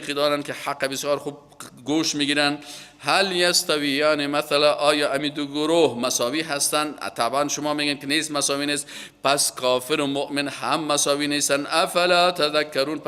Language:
Persian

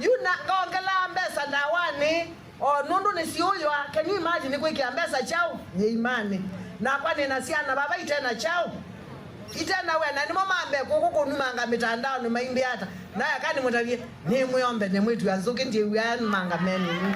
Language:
Kamba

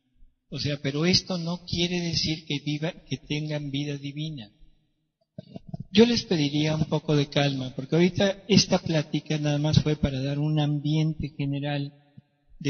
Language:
Spanish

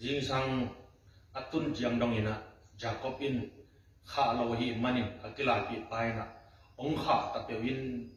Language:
Tedim Chin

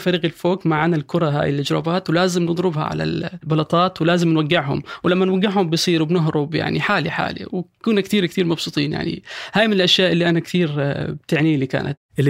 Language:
North Levantine Arabic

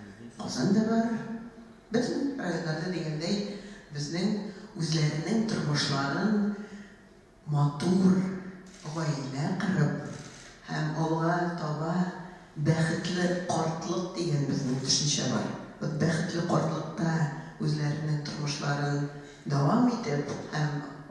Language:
Tatar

